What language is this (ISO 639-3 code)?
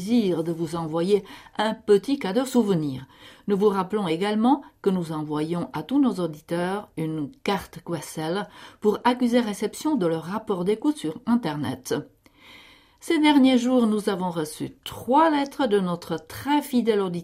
fra